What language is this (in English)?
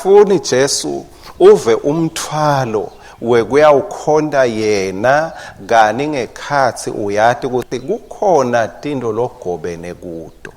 Swati